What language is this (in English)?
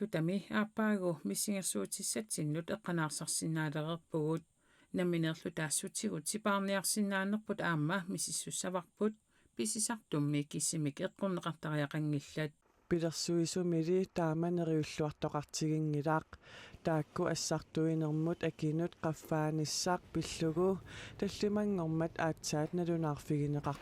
Kalaallisut